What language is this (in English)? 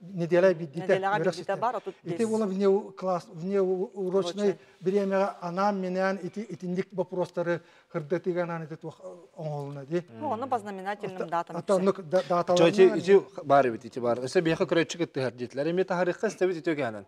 Yakut